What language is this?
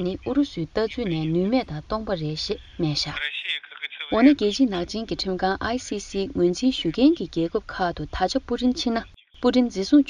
Tibetan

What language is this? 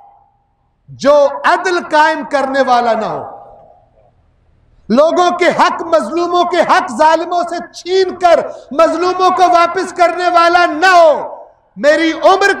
Urdu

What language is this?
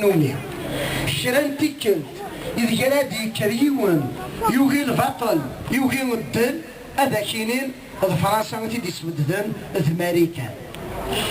Kabyle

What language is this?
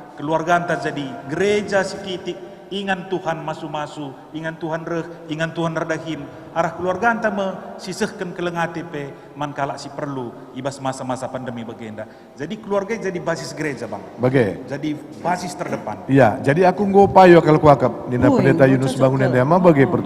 Batak Karo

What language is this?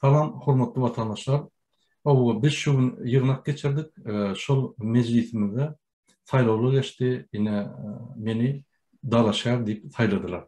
Turkmen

